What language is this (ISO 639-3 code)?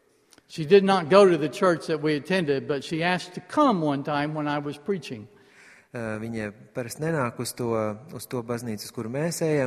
lav